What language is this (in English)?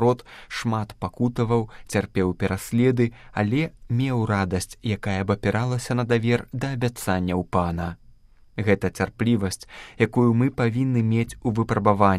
Belarusian